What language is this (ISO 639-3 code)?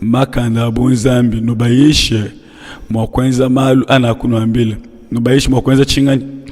lua